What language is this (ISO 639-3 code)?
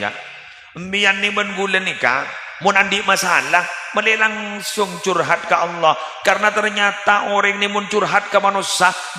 mad